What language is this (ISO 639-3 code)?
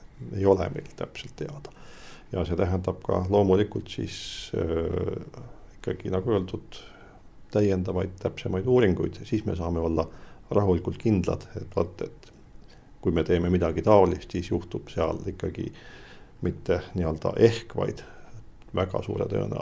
est